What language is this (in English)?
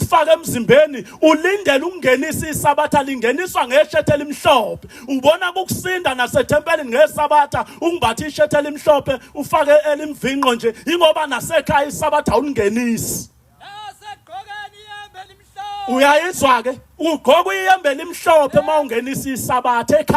Zulu